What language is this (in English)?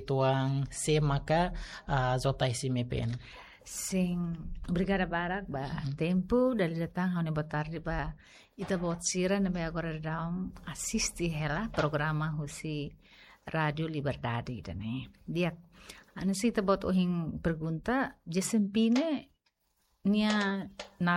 Tetum